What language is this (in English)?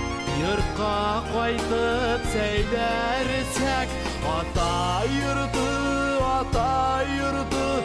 Bashkir